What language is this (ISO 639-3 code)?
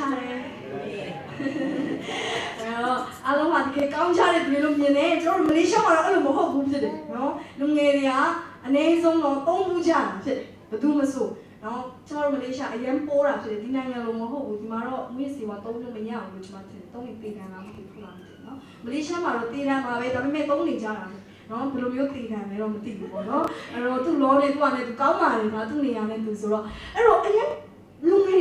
mya